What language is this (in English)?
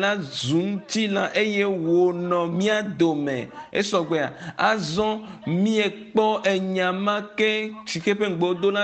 Ewe